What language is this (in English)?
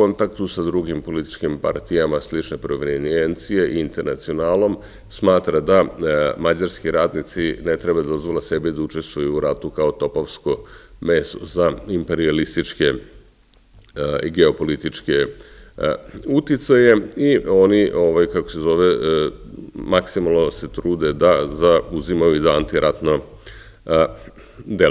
Serbian